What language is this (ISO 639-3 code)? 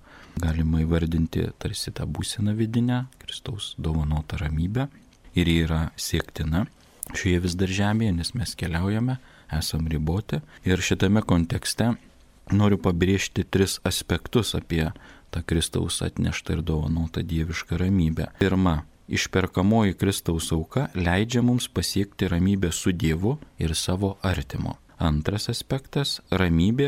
lit